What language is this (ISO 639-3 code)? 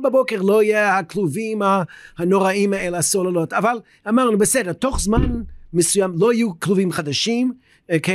heb